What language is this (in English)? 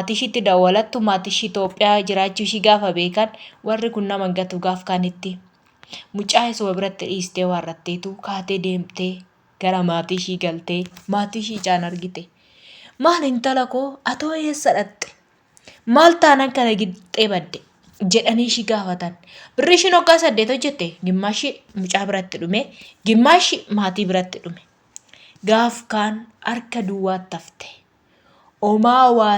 Oromo